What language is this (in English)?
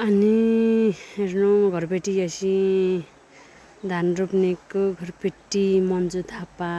Nepali